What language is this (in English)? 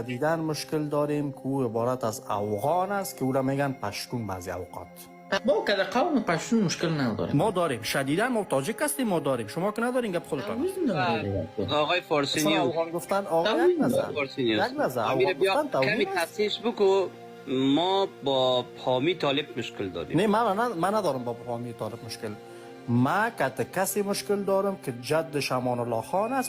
Persian